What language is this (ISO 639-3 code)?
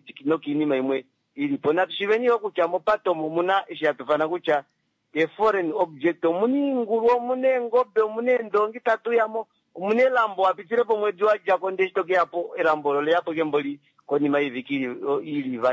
kua